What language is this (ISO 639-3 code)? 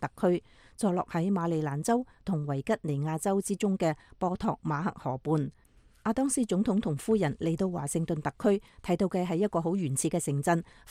yue